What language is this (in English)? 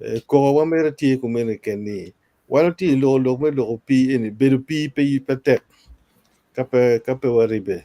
Acoli